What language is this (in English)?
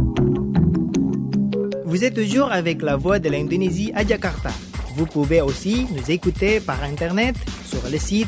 French